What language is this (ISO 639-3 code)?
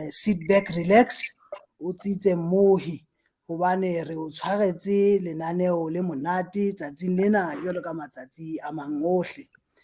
sot